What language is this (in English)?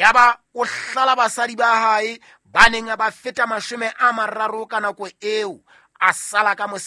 Southern Sotho